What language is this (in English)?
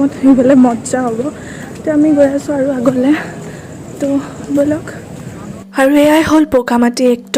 Assamese